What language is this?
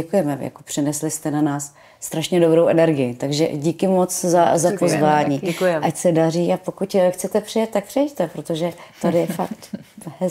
Czech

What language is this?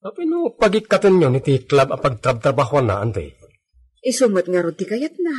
Iloko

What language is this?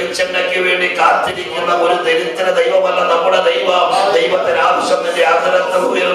Malayalam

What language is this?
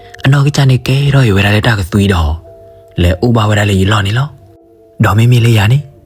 S'gaw Karen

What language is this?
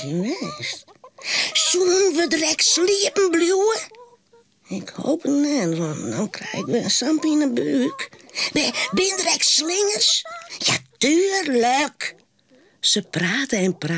Western Frisian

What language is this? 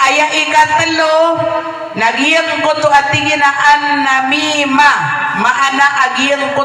Maranao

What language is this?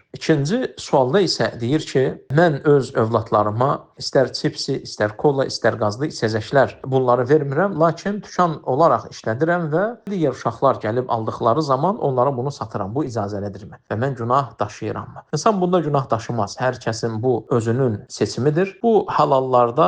Azerbaijani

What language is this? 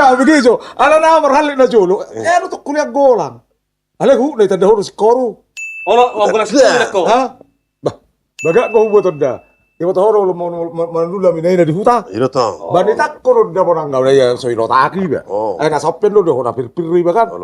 Batak Toba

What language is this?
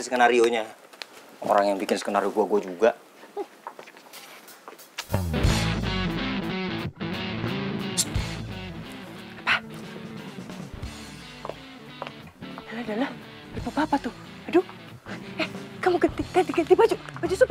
Indonesian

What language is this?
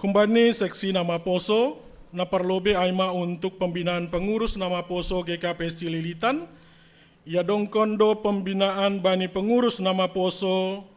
Batak Simalungun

